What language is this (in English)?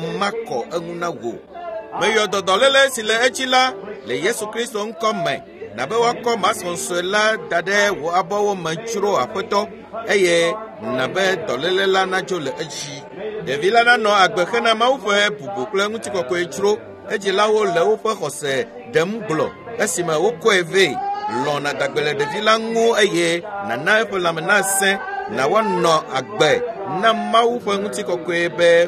Ewe